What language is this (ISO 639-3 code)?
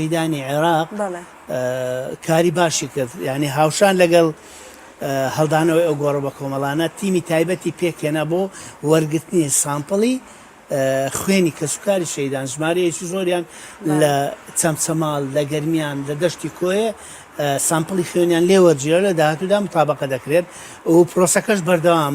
ckb